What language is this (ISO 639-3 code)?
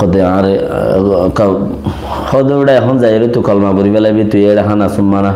rhg